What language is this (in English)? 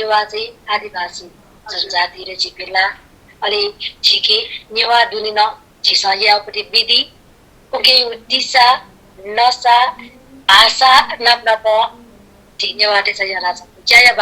Newari